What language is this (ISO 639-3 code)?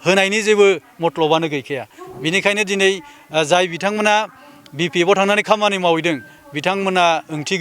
brx